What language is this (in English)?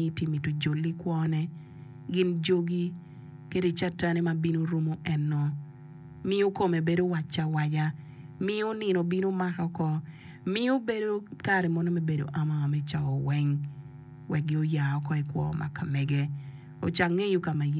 Acoli